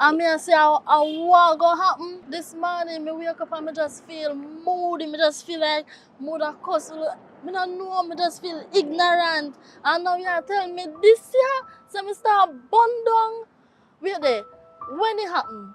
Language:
Jamaican Creole English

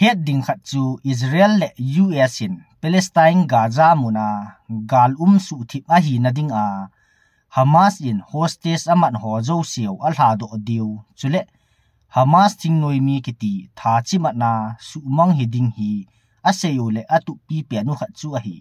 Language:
Thado Chin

